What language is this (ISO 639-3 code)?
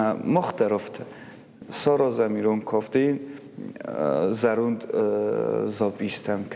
oss